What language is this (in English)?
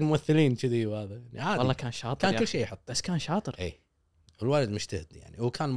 Gulf Arabic